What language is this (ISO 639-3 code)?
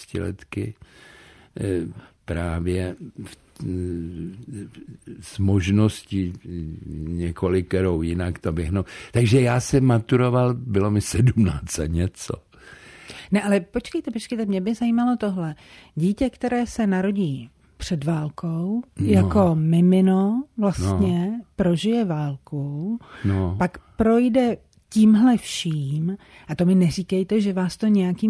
ces